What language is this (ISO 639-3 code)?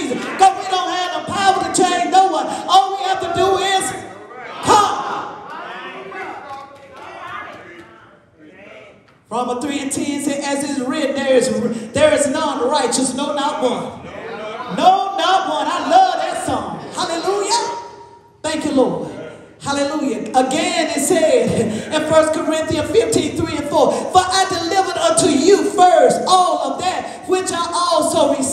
eng